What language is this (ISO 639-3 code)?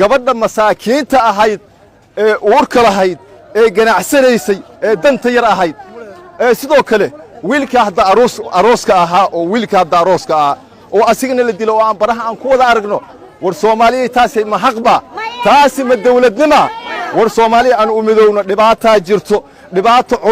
som